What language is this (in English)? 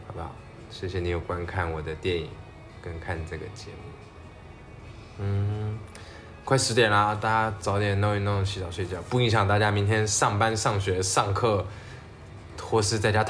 Chinese